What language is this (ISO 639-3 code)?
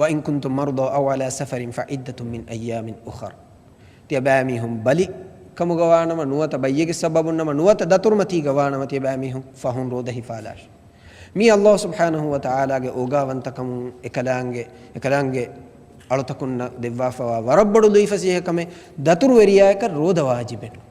div